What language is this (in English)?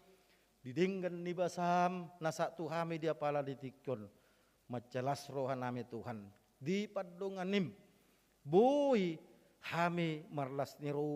Batak Toba